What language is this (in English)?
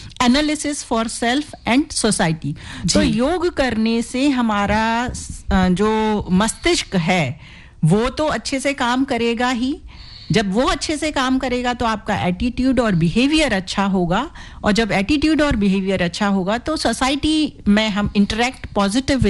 Hindi